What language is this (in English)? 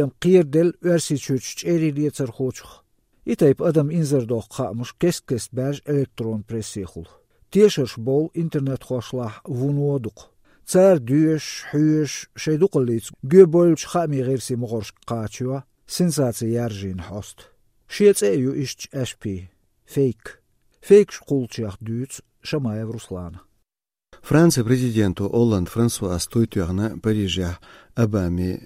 Chechen